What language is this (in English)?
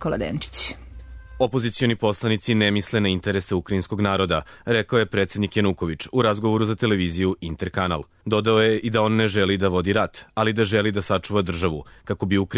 Serbian